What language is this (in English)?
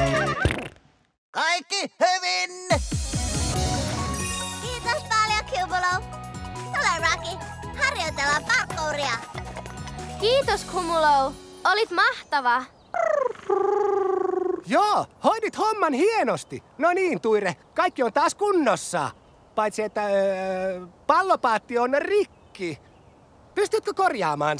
Finnish